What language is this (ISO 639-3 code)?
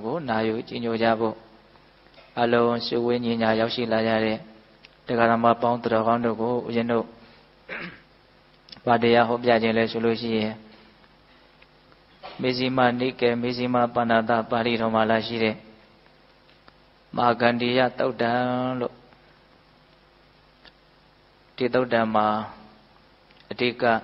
mya